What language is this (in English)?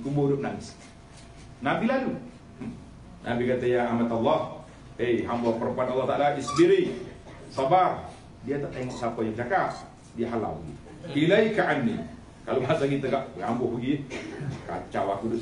Malay